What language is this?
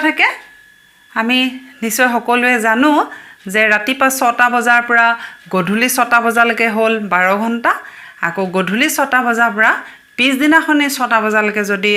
Assamese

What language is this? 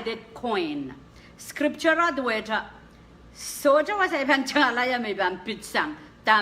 Pohnpeian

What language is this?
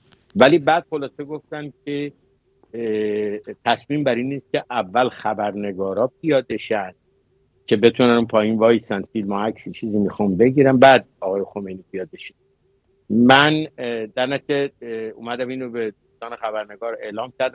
Persian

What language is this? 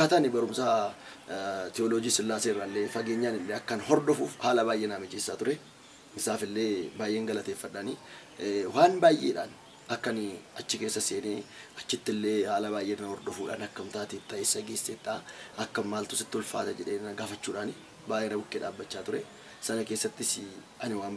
Oromo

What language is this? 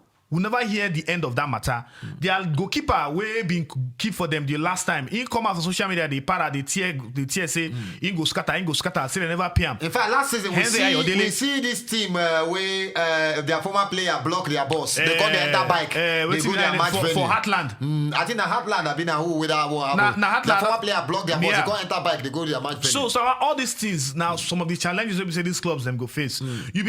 Nigerian Pidgin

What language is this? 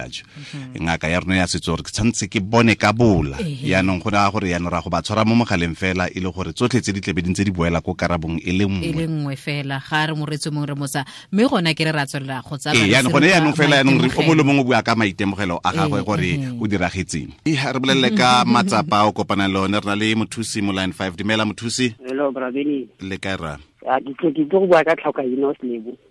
Tswana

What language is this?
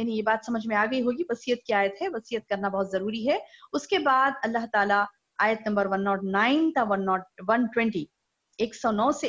Urdu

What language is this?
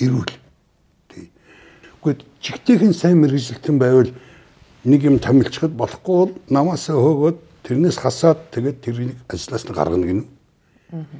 Mongolian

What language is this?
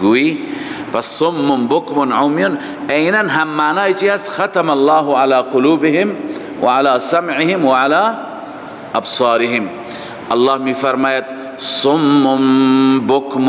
Persian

